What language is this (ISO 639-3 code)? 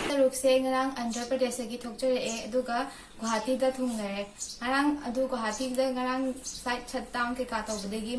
mni